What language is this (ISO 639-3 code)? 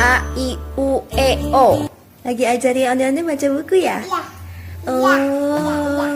bew